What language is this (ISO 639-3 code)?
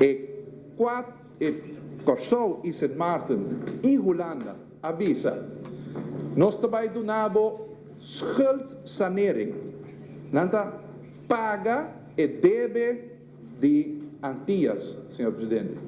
pap